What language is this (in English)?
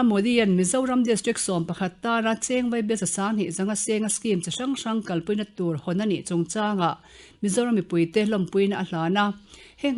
Mizo